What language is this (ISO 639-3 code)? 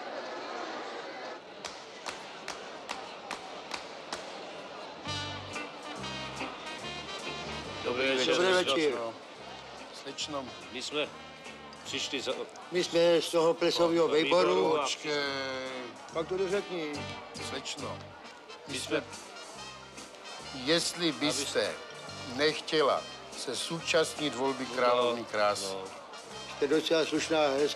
ces